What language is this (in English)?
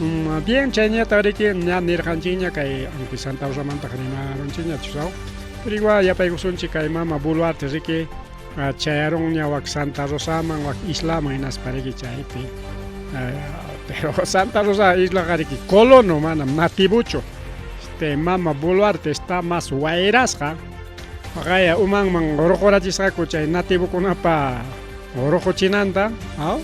Ayacucho Quechua